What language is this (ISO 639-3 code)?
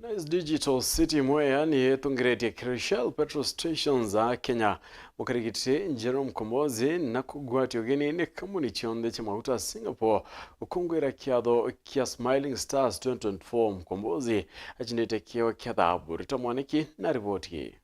mer